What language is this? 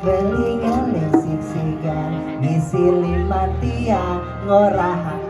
Balinese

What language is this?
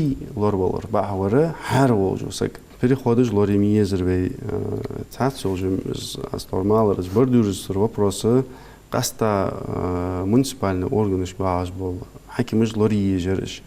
Ingush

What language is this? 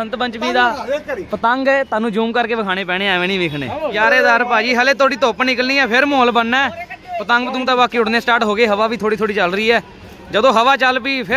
Punjabi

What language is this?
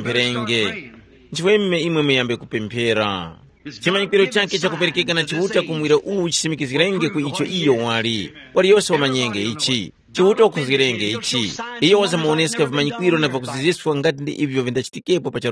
Tumbuka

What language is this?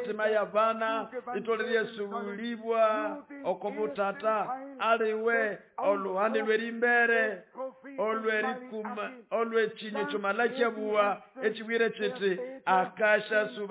Nande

